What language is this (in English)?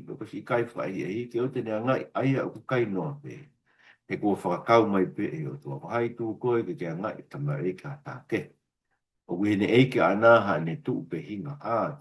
Tongan